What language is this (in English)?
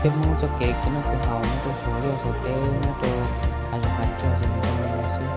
Hmong